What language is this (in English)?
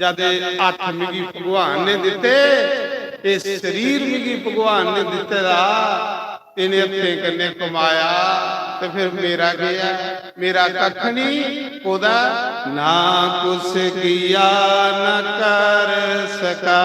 Dogri